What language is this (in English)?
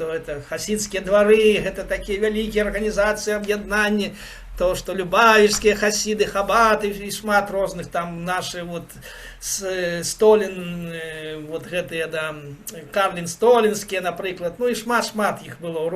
Belarusian